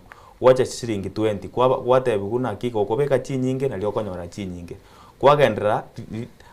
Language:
Gusii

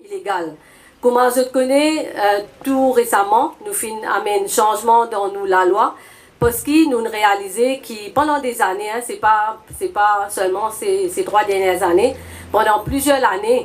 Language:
Morisyen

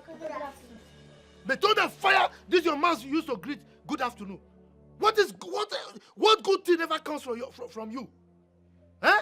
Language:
Nigerian Pidgin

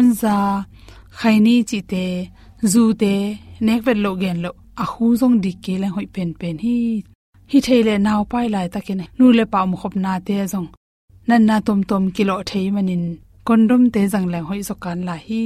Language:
Tedim Chin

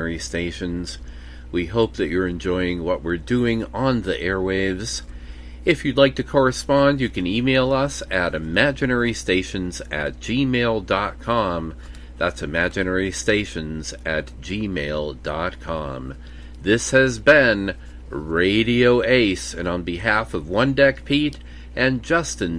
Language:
English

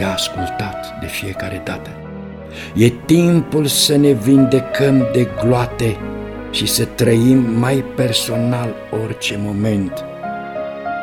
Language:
Romanian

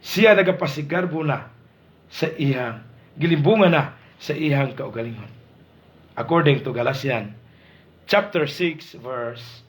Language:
Cebuano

